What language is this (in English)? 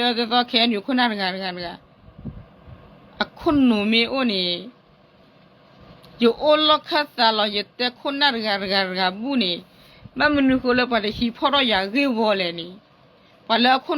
S'gaw Karen